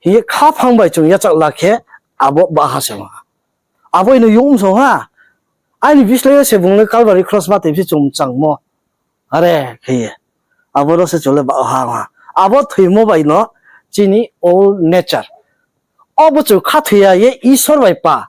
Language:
Riang (India)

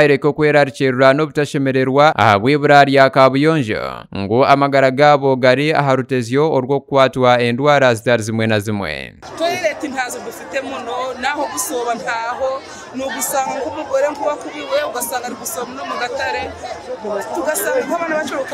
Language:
Nyankole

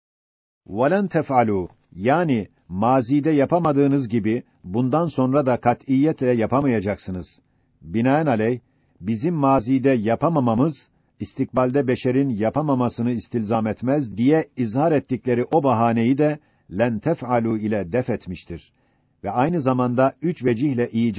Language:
Turkish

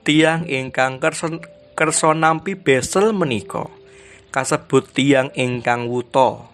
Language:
Javanese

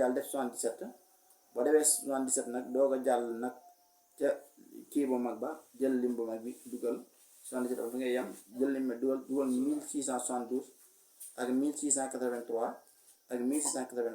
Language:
Wolof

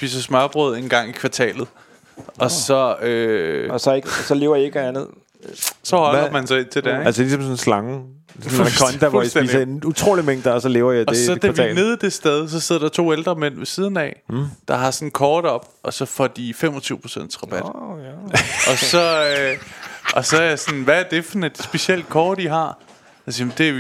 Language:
Danish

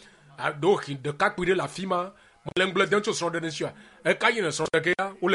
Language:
Ewe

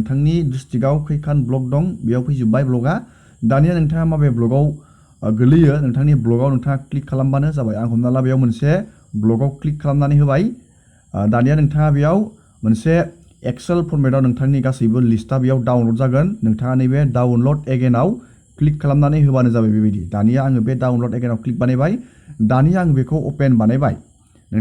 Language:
Bodo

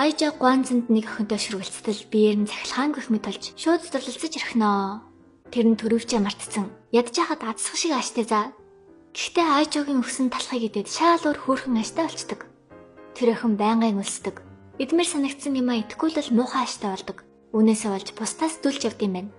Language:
Mongolian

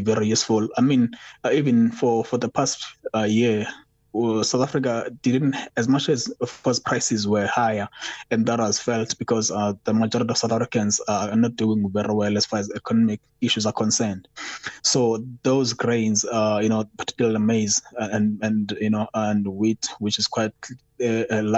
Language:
English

